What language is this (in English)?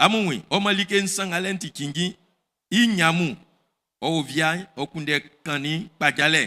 Baoulé